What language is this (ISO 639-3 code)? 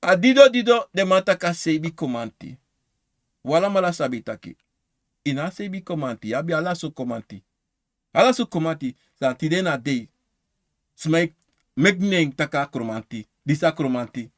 srn